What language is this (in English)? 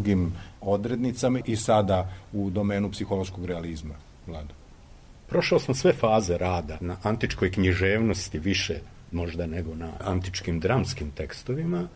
Serbian